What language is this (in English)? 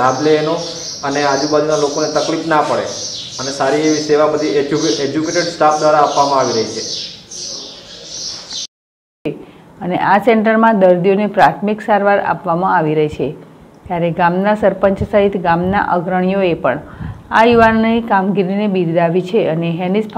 Gujarati